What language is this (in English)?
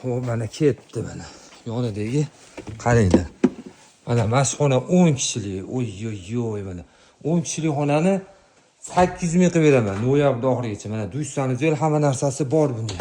Uzbek